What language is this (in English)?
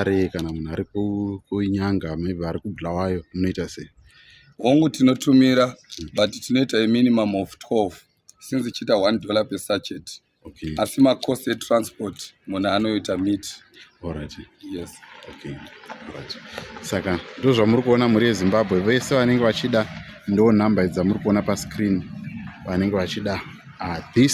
Shona